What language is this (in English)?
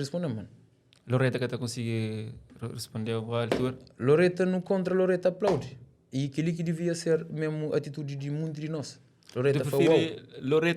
Kabuverdianu